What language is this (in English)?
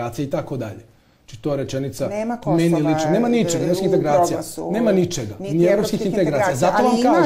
Serbian